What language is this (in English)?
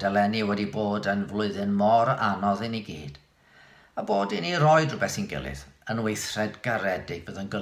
Welsh